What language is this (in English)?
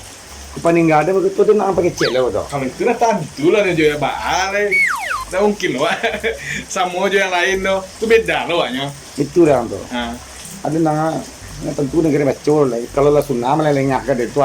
Minangkabau